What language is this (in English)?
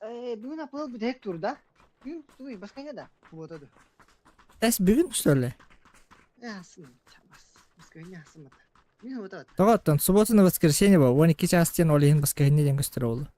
Yakut